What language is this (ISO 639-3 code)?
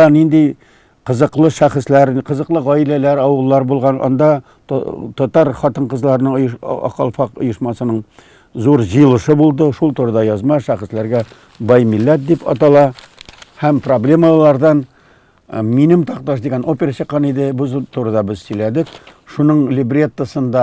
tat